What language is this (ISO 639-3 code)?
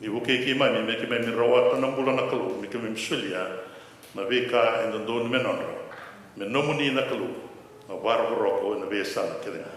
fij